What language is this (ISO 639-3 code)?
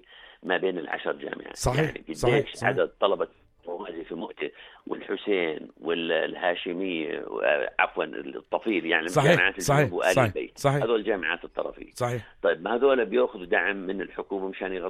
apc